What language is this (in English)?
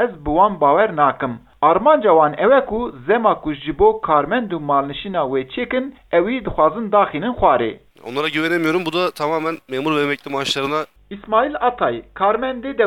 Kurdish